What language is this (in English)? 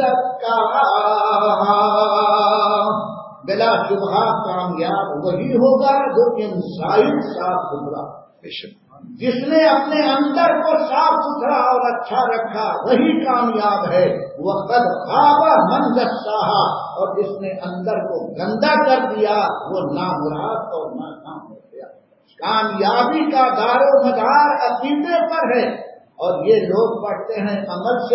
Urdu